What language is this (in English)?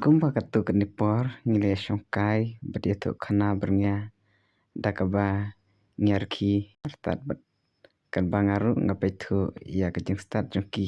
Khasi